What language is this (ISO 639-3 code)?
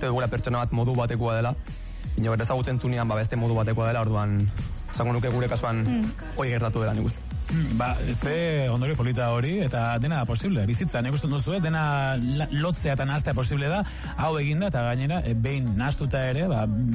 eus